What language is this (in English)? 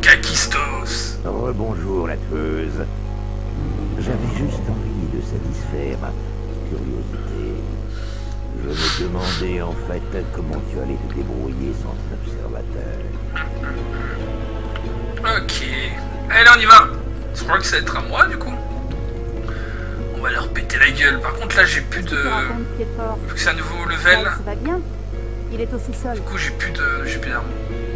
French